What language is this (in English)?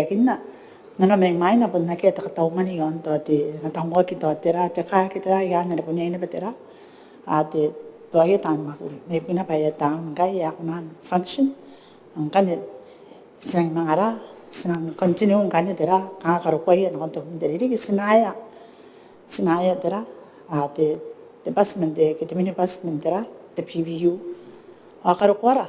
Gilbertese